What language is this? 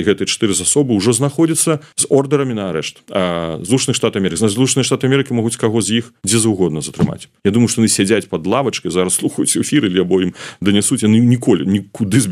Belarusian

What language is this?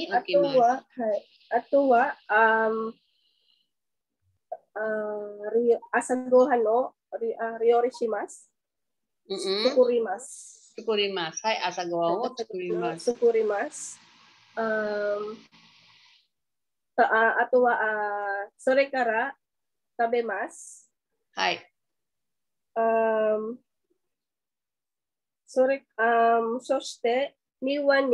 Japanese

